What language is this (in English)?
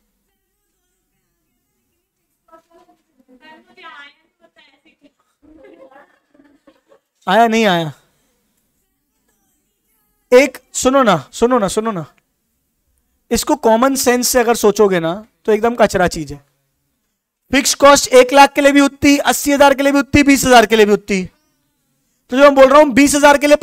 Hindi